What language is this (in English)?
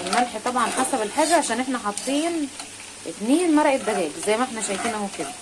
Egyptian Arabic